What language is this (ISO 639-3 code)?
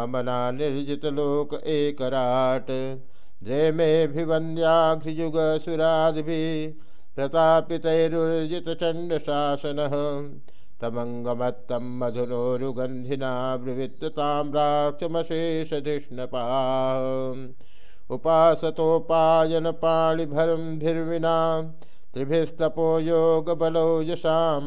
san